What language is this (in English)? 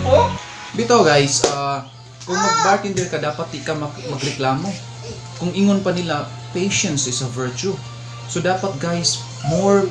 Cebuano